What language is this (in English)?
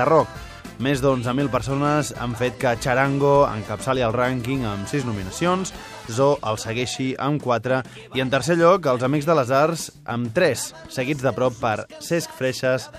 Catalan